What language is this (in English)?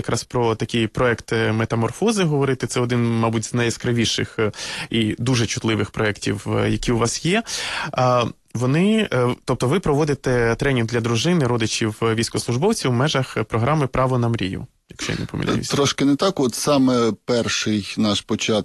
Ukrainian